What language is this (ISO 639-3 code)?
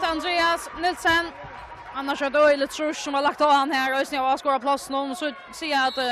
fao